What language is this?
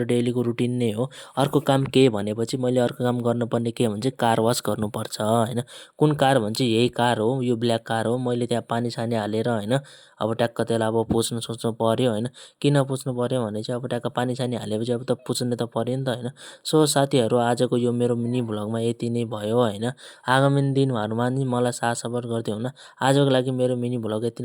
Nepali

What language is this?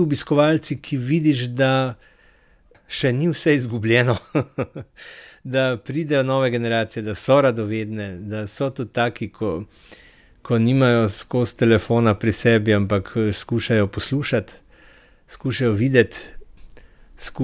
Slovenian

